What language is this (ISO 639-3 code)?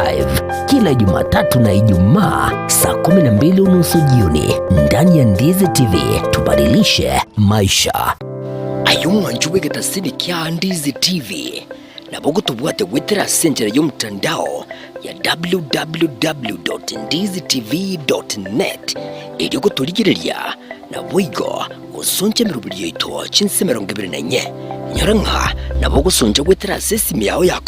guz